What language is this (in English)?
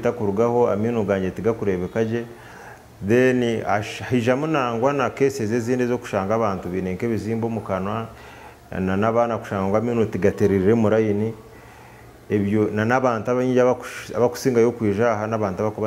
Nyankole